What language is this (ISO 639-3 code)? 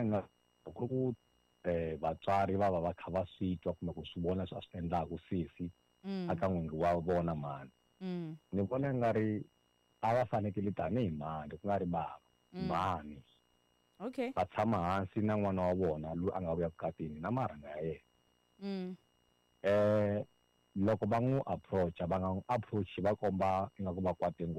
tso